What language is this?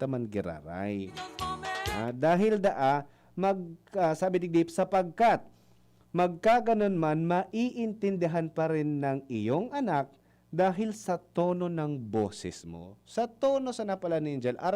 Bikol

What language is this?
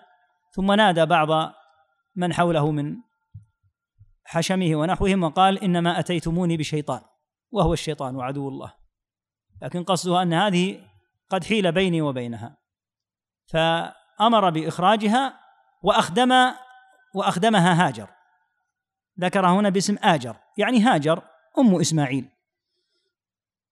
Arabic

